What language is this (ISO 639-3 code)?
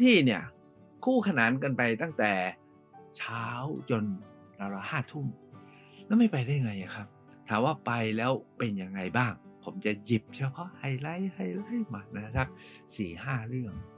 tha